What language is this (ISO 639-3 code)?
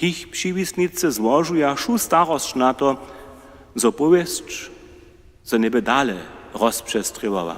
hsb